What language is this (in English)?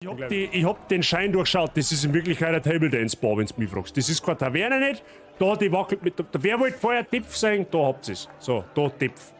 Bavarian